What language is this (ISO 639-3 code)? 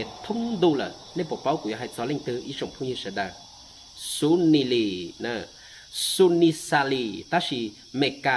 hmn